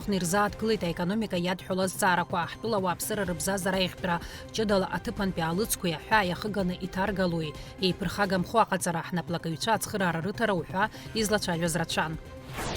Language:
Abkhazian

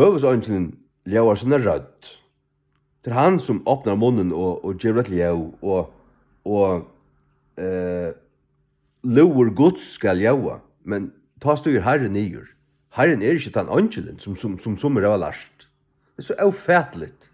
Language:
Faroese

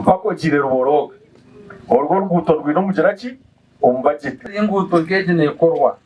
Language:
Nyankole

